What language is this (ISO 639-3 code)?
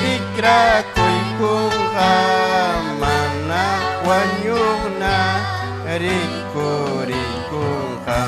quy